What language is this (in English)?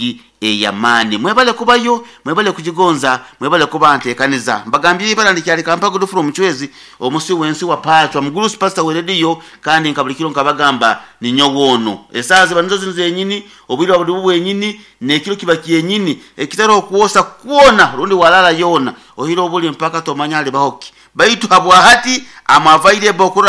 Nyoro